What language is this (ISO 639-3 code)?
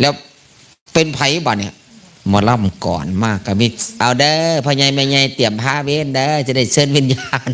tts